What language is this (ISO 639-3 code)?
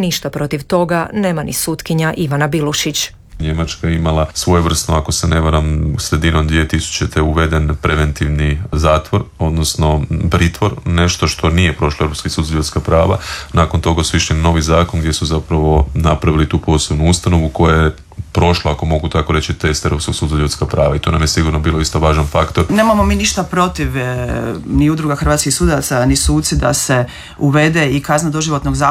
hrv